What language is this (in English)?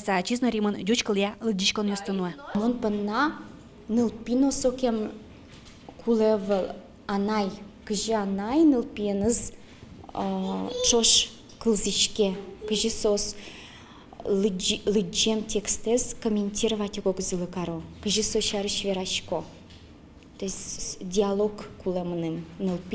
Udmurt